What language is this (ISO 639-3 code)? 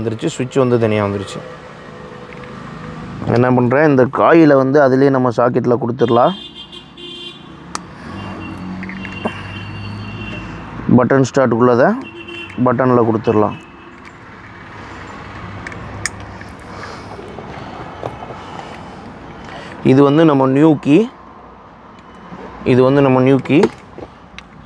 tam